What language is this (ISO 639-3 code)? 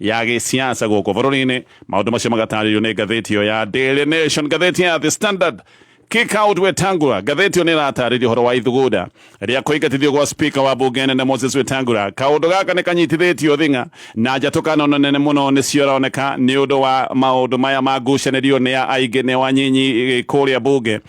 kik